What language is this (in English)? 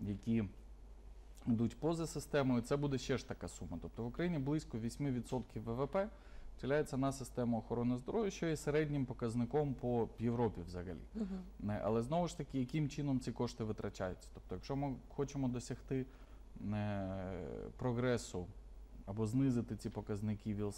Ukrainian